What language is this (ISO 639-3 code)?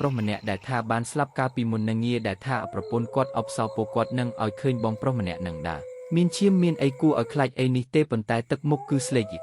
khm